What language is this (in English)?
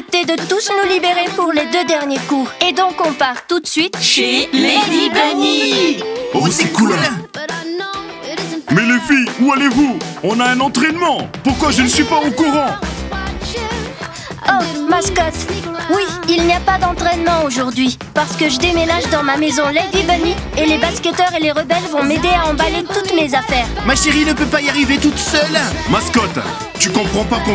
French